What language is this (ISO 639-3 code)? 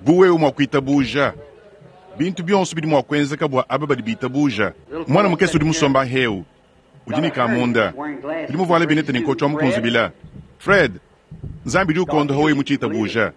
lua